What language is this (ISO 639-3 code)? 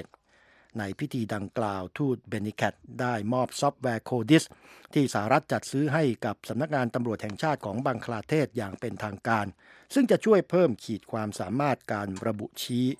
tha